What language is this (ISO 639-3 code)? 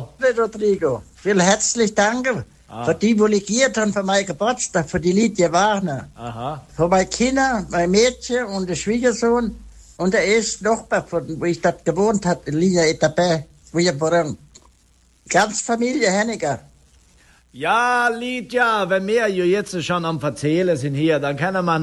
por